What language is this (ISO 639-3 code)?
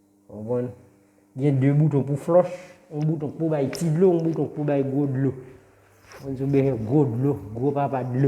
hat